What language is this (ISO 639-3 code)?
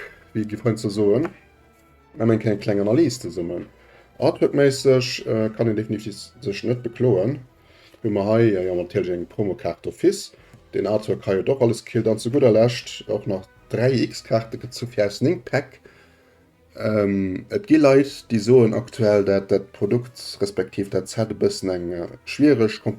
ltz